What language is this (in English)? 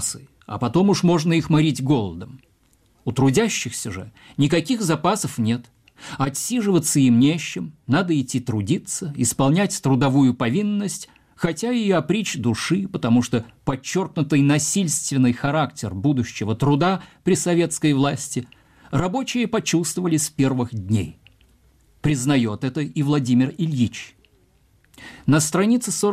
Russian